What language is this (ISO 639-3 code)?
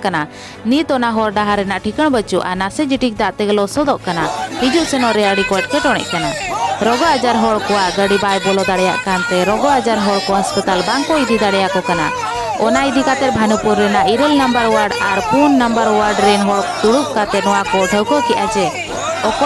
sat